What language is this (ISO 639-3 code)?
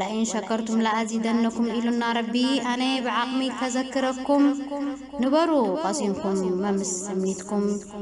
tir